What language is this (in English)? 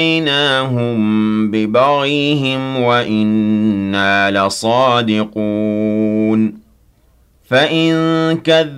Arabic